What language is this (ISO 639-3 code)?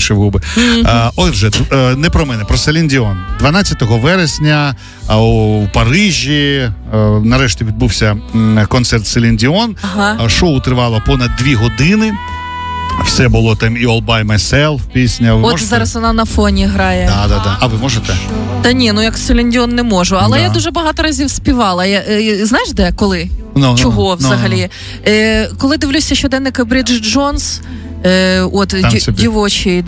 ukr